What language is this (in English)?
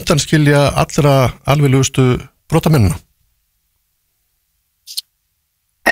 Icelandic